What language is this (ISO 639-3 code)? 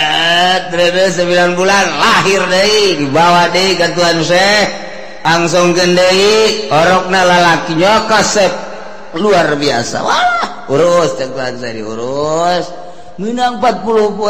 sun